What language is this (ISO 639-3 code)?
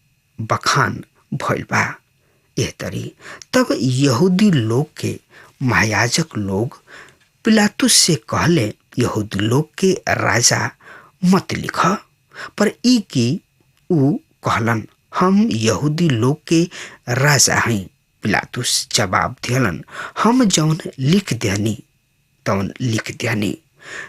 bho